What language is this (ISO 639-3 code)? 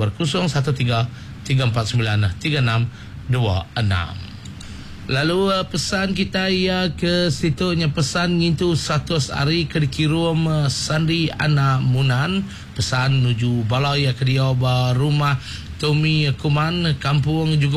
iba